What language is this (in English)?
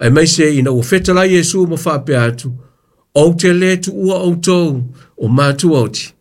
Samoan